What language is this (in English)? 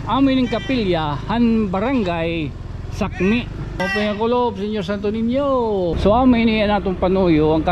Waray